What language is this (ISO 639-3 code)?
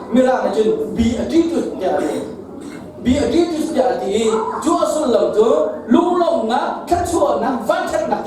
cnh